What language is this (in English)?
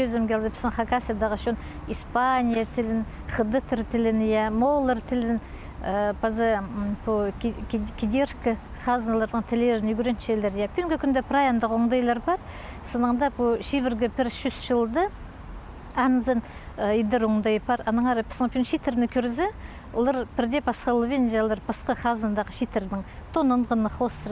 Khakas